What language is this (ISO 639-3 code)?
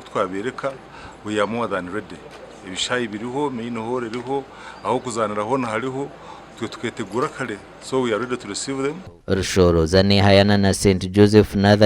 nyn